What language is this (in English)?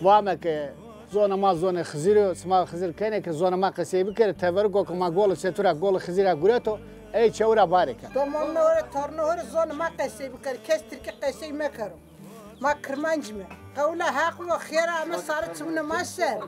Zaza